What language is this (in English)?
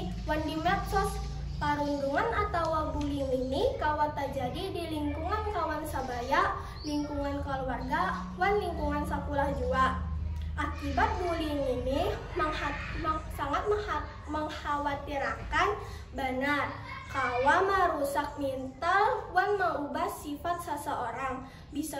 Banjar